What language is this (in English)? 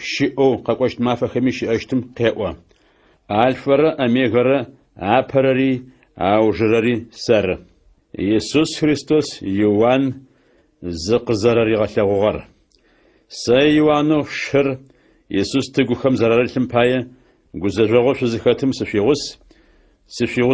Adyghe